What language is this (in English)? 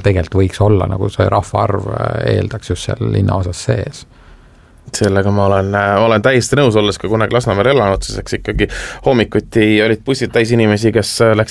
Estonian